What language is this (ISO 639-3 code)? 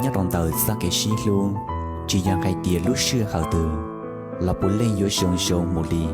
hmn